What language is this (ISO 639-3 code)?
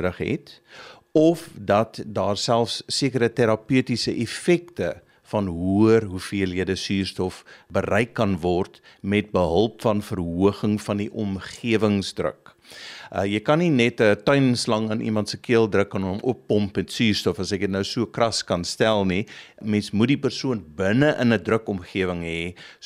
afr